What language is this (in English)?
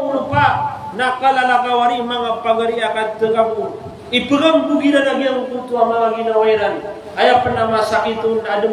Maranao